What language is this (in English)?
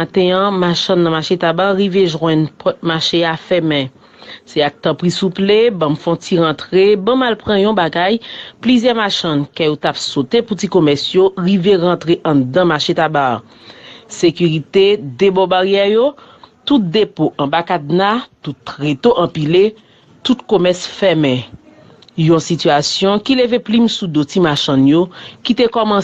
Haitian Creole